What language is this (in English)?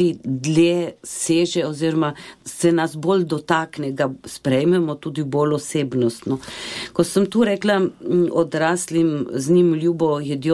Slovenian